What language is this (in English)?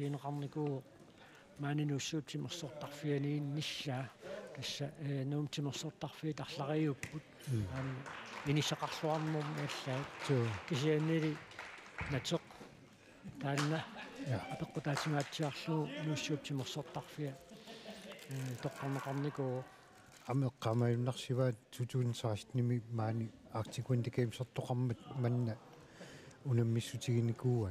Kalaallisut